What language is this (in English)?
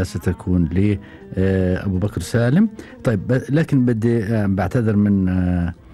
Gulf Arabic